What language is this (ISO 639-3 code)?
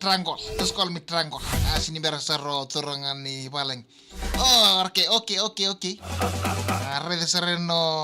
fij